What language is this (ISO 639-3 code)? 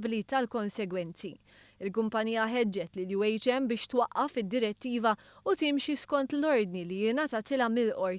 mlt